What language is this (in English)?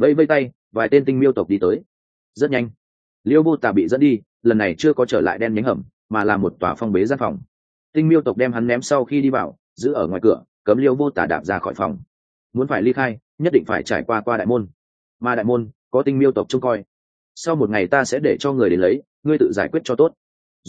Vietnamese